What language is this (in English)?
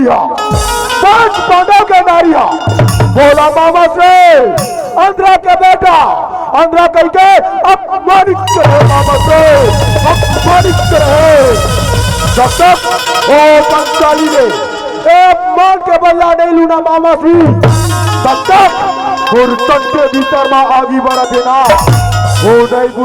Chhattisgarhi